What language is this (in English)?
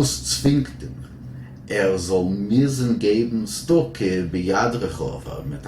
Yiddish